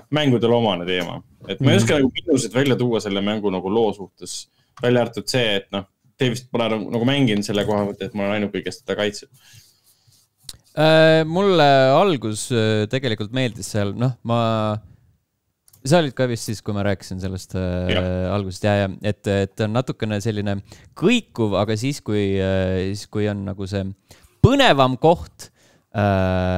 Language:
Estonian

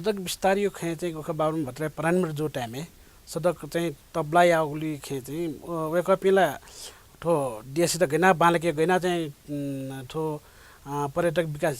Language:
Newari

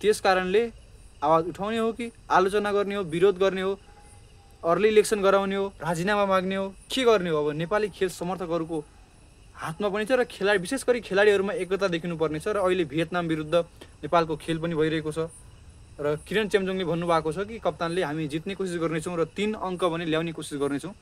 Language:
Nepali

